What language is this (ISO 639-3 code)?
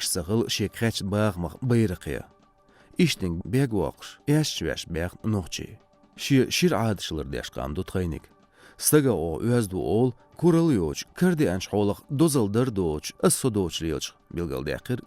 che